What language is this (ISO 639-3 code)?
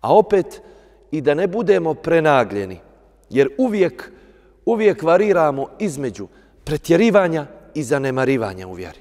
bos